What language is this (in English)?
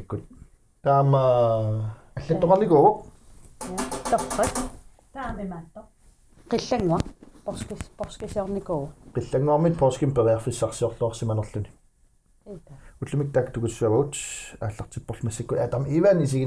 Kalaallisut